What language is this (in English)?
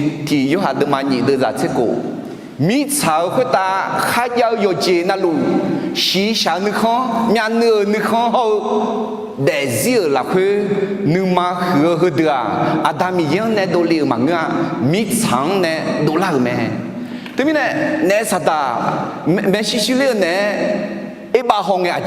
Akha